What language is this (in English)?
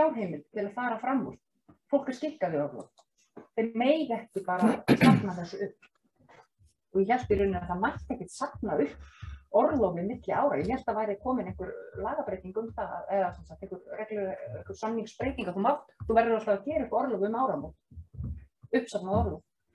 Icelandic